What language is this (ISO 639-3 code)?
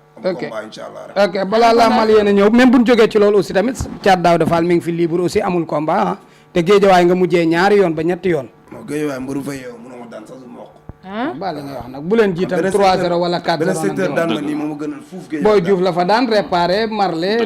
wol